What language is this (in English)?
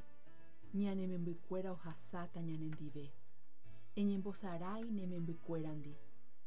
Guarani